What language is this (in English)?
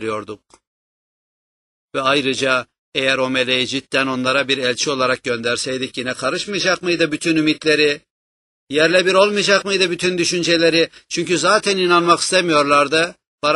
Turkish